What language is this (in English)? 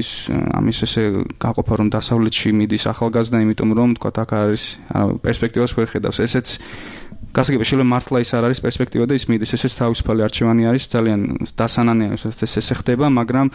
Georgian